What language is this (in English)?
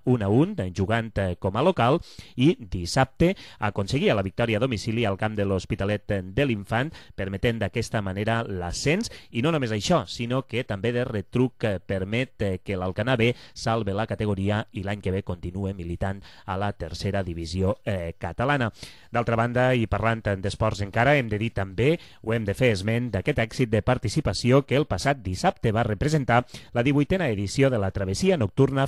Catalan